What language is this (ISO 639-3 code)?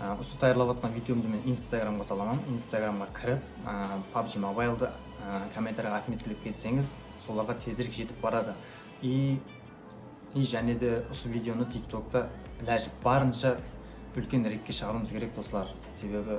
kaa